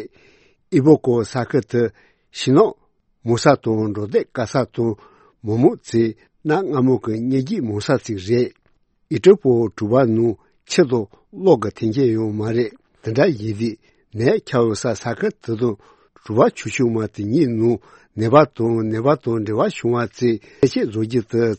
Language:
Tibetan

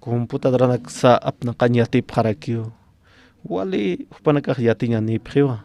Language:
Aymara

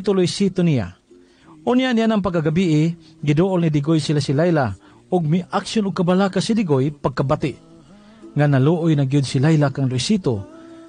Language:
Cebuano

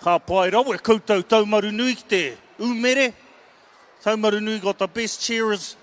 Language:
Māori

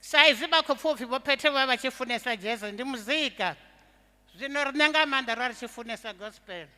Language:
Venda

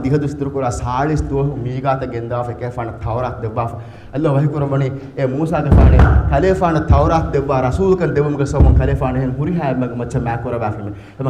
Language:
Divehi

